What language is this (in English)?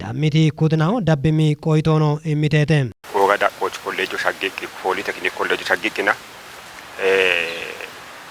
Kafa